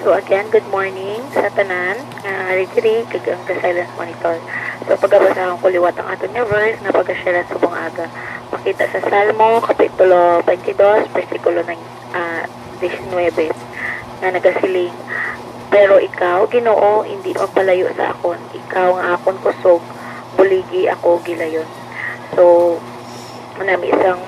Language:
Hiligaynon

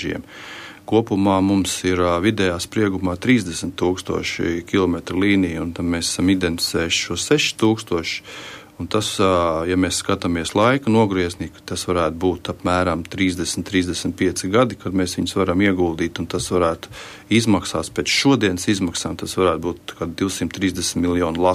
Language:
Latvian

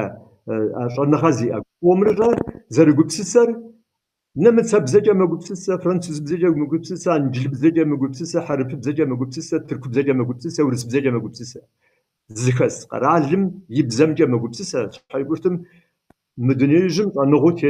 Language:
Kabardian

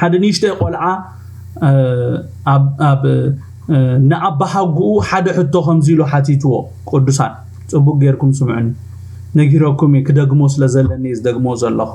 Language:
Tigrinya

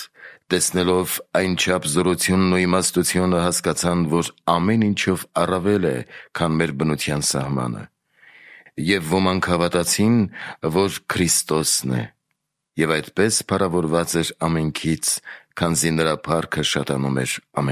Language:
Armenian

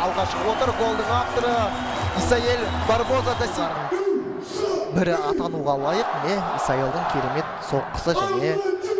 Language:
Kazakh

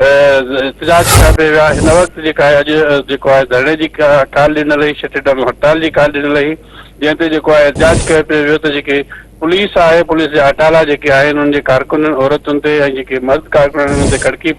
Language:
Sindhi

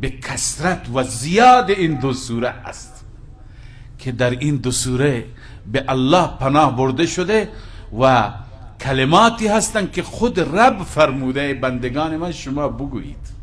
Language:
Persian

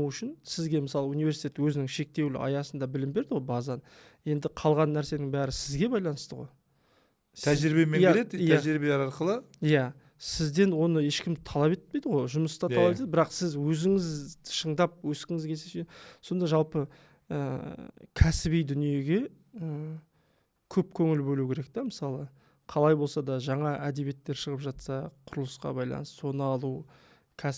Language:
Kazakh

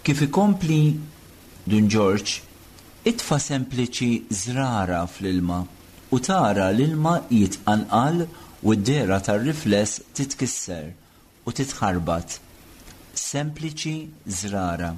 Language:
Maltese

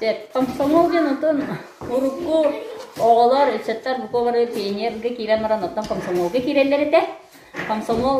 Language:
Yakut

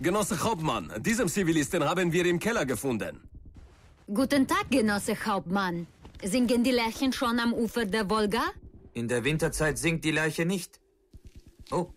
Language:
Bavarian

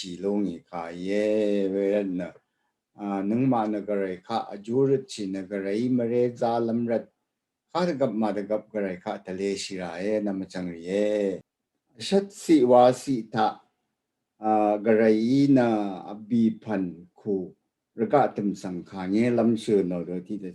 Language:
Rawang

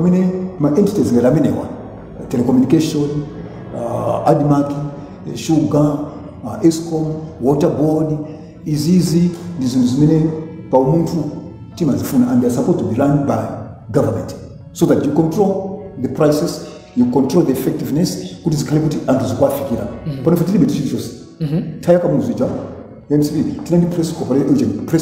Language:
Nyanja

